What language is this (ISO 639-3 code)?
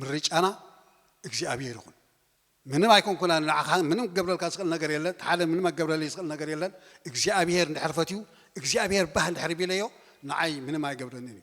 tir